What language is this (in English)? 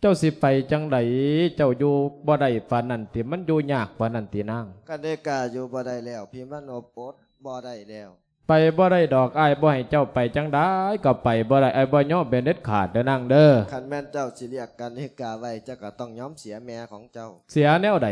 Lao